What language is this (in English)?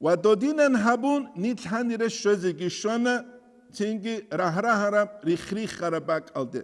Avaric